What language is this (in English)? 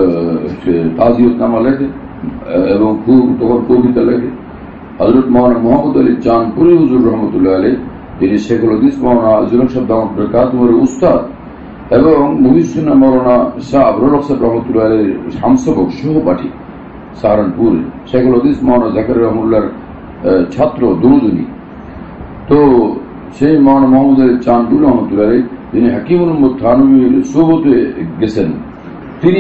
Bangla